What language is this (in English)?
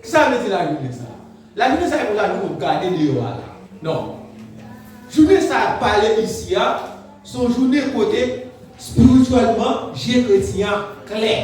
Haitian Creole